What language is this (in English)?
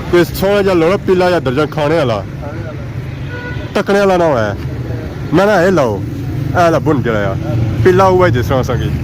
Pahari-Potwari